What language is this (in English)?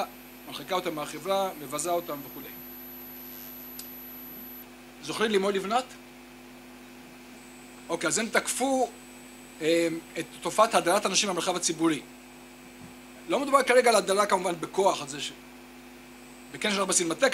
Hebrew